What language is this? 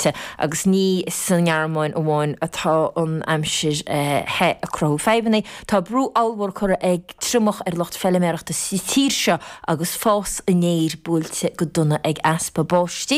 Irish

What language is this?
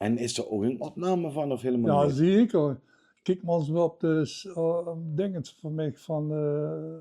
Limburgish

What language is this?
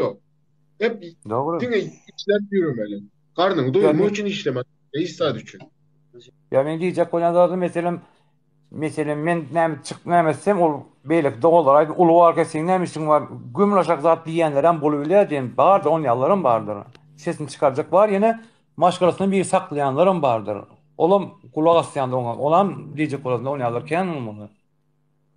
Turkmen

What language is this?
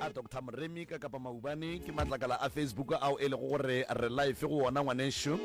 Northern Sotho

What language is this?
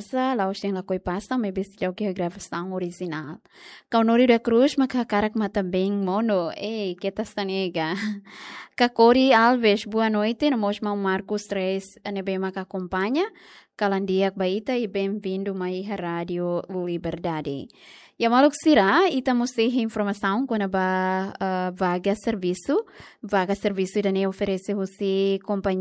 Tetum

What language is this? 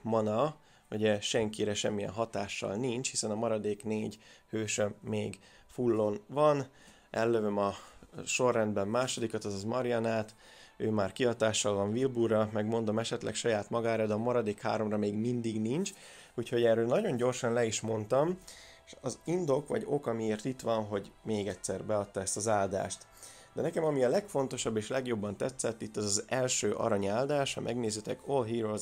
Hungarian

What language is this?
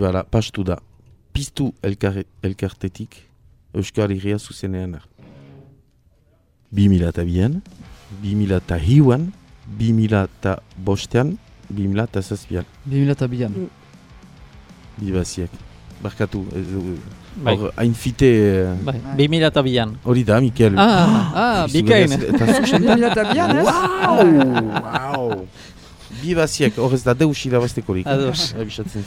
Basque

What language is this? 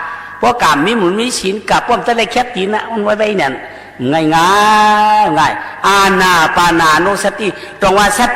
Shan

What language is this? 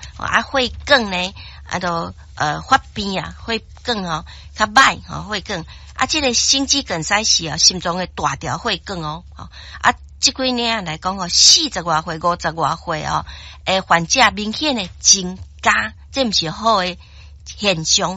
Min Nan Chinese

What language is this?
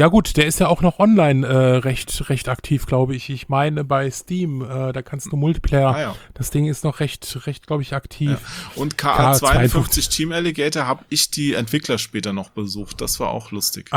German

